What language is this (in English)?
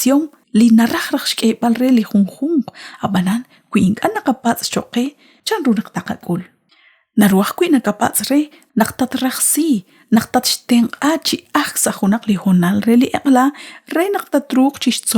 Kekchí